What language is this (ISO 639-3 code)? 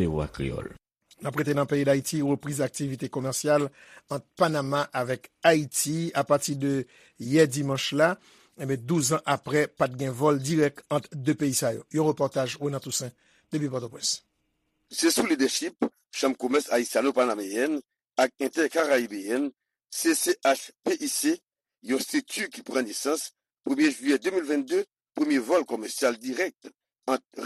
hat